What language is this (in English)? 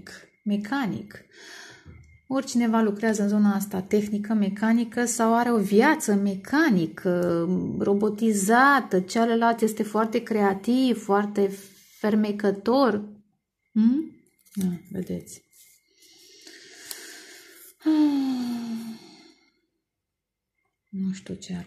Romanian